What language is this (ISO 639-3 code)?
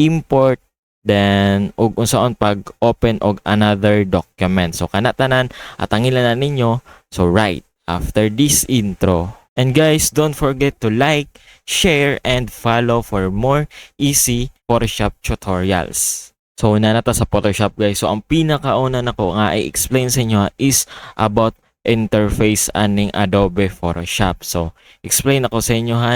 ceb